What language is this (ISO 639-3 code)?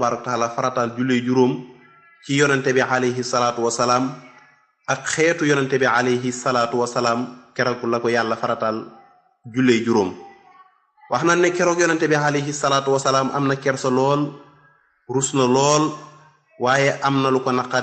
wol